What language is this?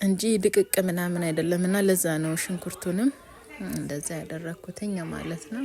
Amharic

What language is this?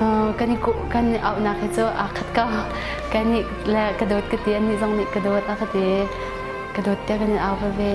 Hakha Chin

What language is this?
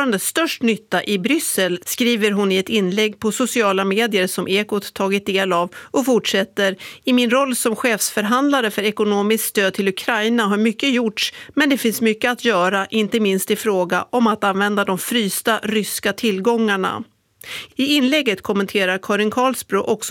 Swedish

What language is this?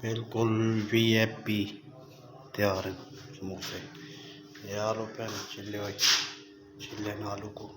Saraiki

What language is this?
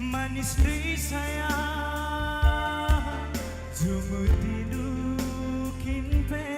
Batak Karo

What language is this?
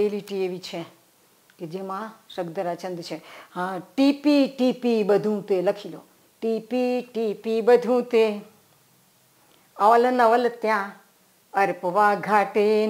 Gujarati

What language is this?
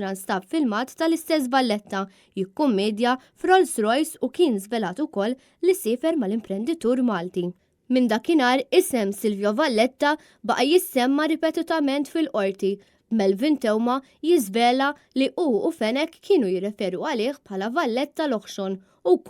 Maltese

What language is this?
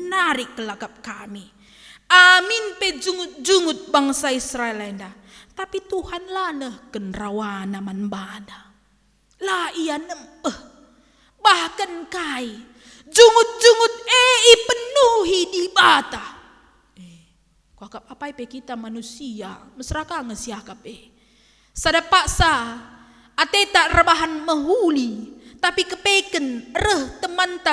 Batak Karo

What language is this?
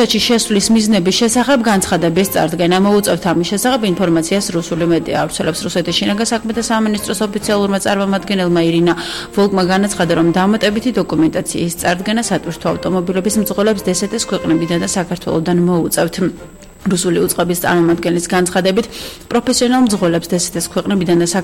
Georgian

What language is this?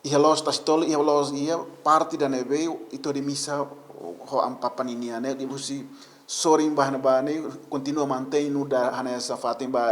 Tetum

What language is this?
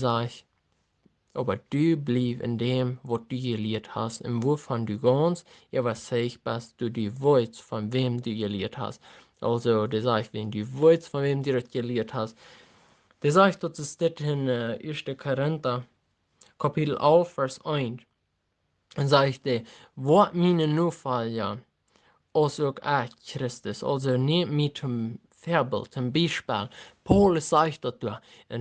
Plautdietsch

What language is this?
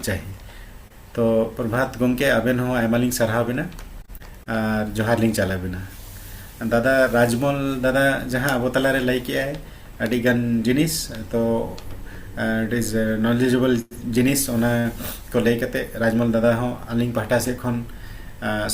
Santali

